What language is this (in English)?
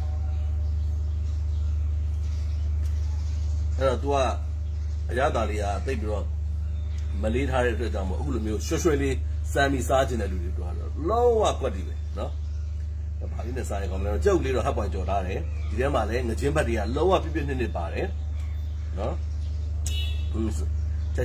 Burmese